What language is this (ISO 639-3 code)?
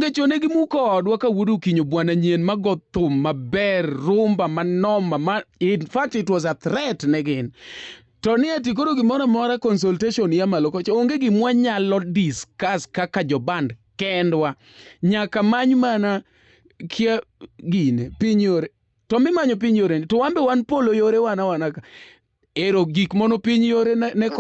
luo